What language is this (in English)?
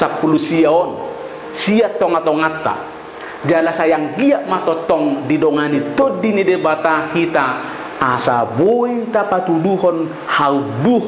Batak Toba